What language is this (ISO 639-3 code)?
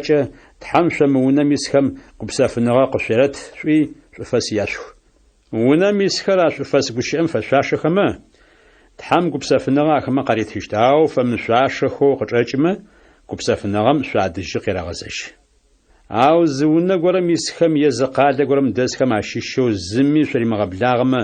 ady